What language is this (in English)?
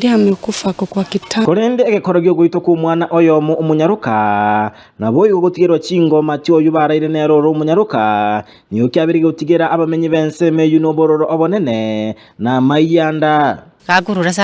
Gusii